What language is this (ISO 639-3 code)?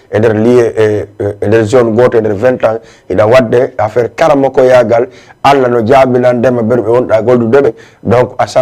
ful